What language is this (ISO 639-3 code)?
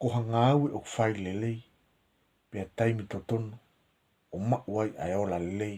ton